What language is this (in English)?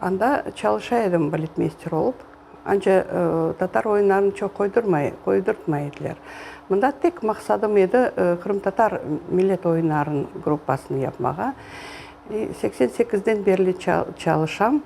Crimean Tatar